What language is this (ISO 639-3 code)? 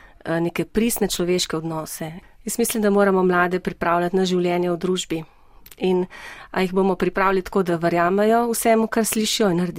slv